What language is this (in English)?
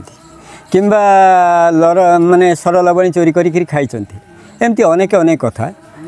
Odia